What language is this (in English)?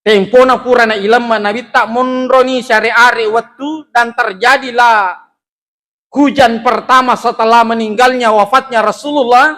Buginese